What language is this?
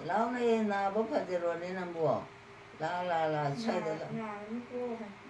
Manipuri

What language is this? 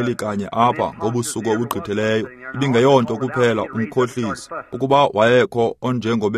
Xhosa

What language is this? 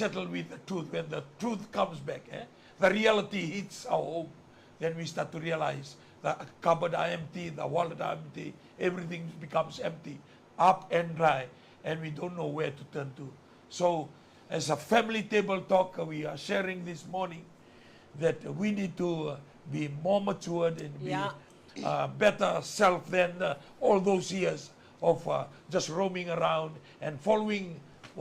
Fijian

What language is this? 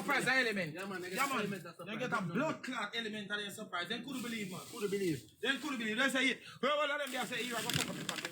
Jamaican Creole English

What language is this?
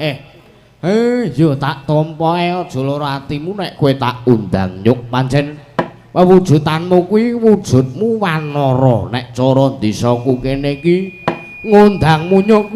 Javanese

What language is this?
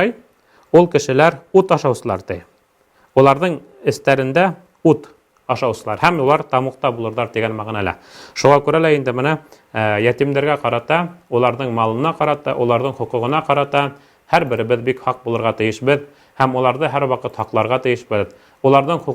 Bashkir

